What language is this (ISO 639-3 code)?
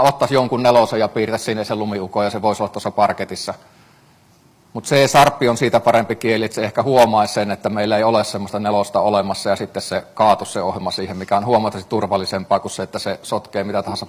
fin